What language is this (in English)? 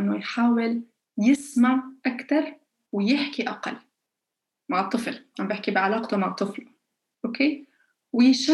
North Levantine Arabic